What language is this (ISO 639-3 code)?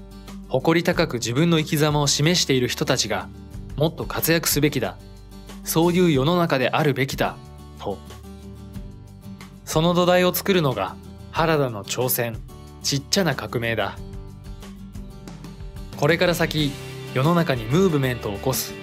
jpn